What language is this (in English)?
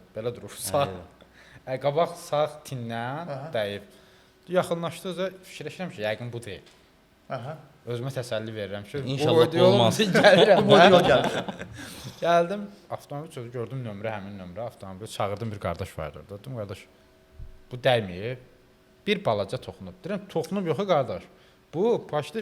Azerbaijani